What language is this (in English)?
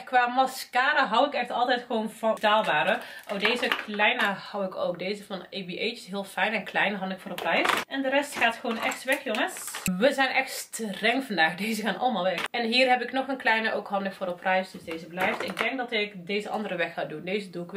Dutch